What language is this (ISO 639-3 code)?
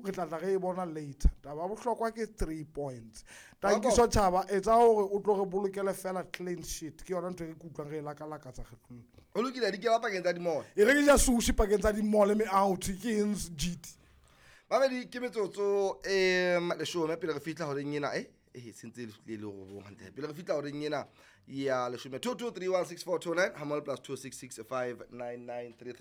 sot